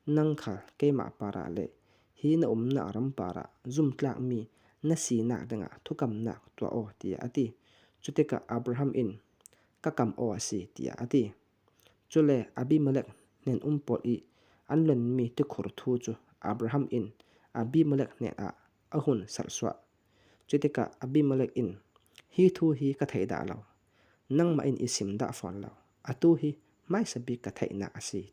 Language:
Falam Chin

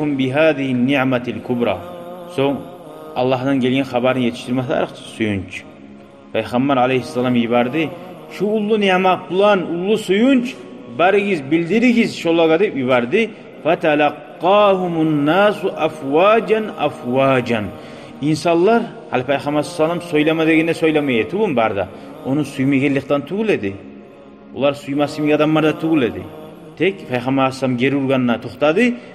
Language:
Kumyk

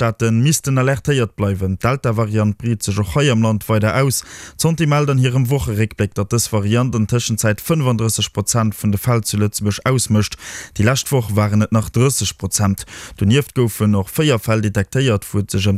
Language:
Luxembourgish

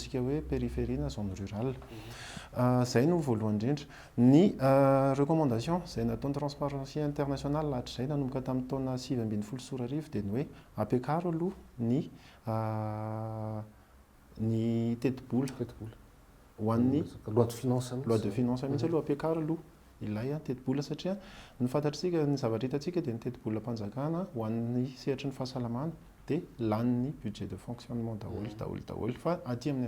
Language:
Malagasy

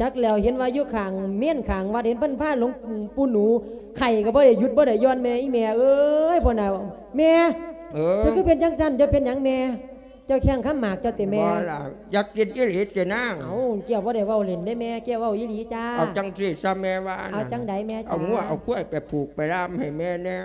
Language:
Lao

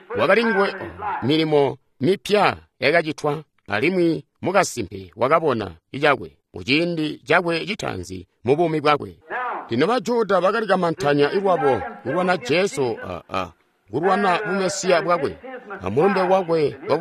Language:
Tonga (Zambia)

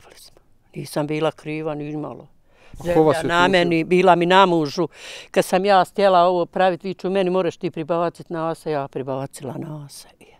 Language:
Bosnian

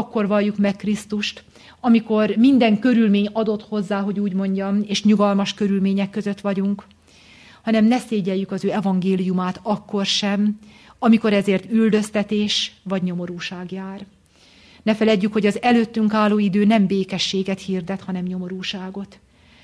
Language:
Hungarian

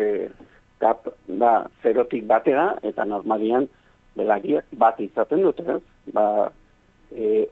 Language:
Basque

